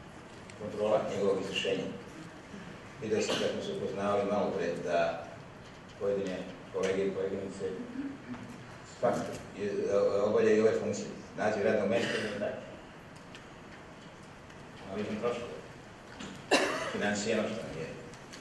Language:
Serbian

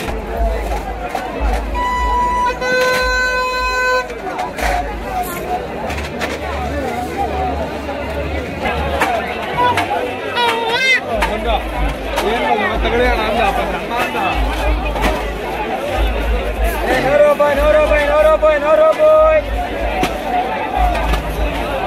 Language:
Kannada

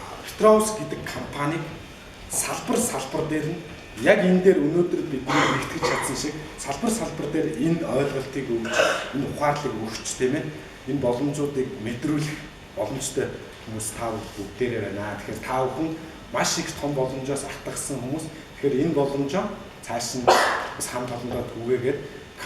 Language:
Mongolian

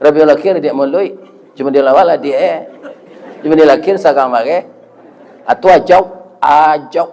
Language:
Minangkabau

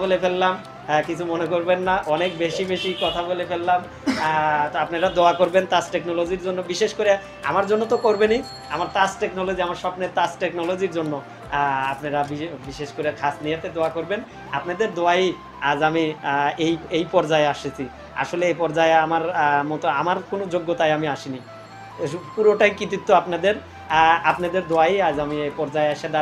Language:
Bangla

